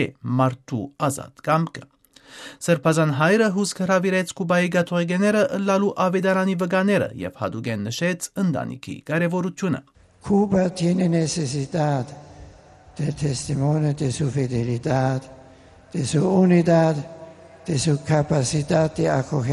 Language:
Western Armenian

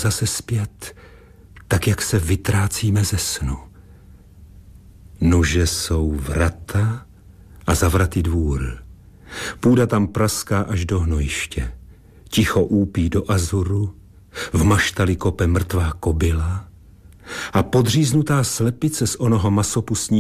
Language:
Czech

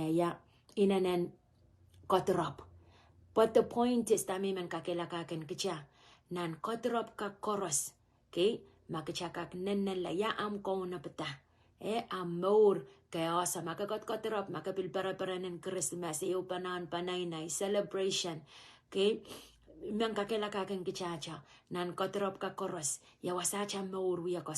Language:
Pohnpeian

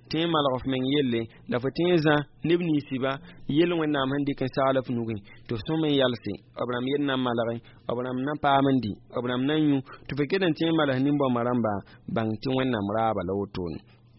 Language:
Mossi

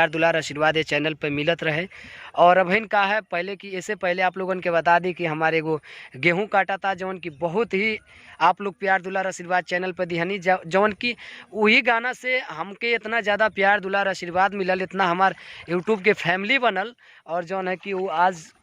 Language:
Bhojpuri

